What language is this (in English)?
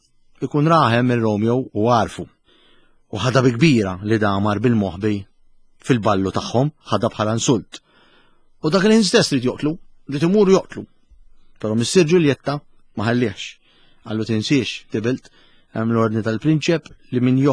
Maltese